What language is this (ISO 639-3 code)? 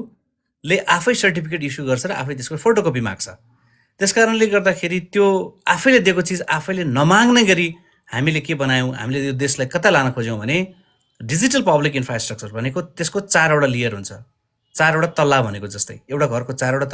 nep